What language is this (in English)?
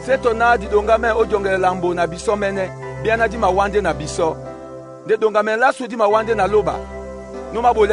Duala